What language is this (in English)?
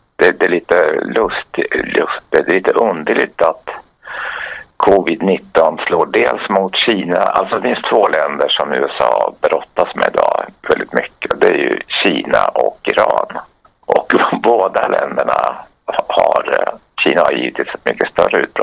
Swedish